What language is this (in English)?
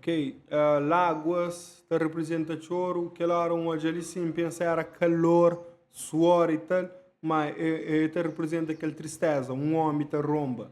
Kabuverdianu